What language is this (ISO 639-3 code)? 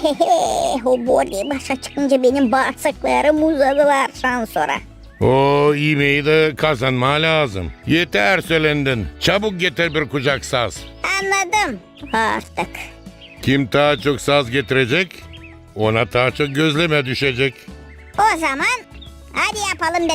gag